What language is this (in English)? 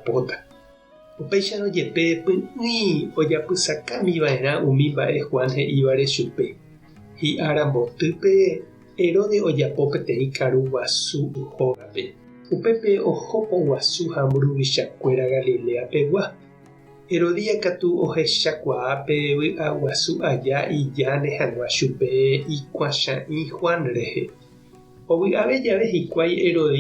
Guarani